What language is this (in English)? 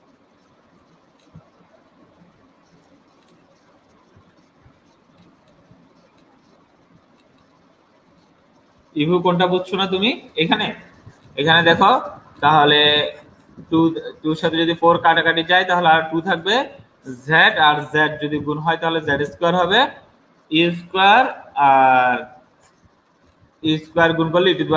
Bangla